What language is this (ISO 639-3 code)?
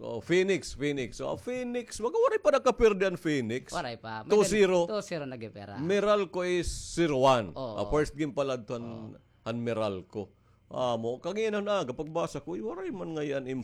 war